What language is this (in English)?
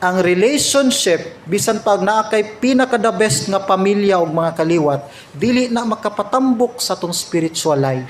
Cebuano